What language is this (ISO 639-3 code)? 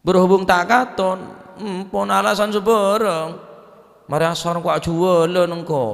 mad